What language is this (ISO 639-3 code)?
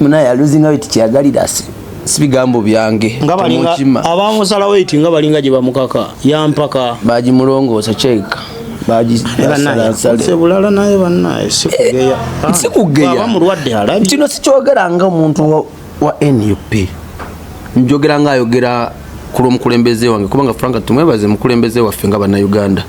lug